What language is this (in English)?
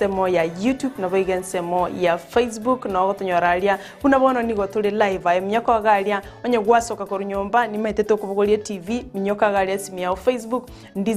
Gusii